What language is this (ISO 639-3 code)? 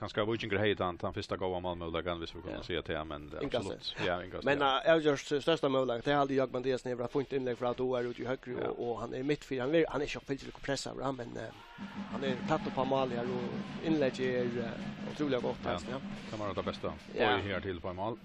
fao